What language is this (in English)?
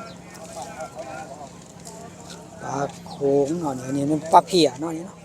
Northeastern Thai